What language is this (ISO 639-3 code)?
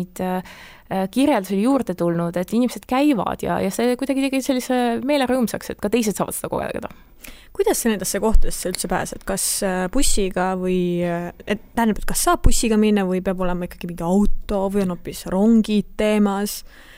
est